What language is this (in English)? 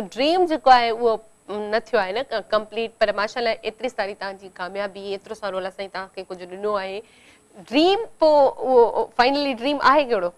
Sindhi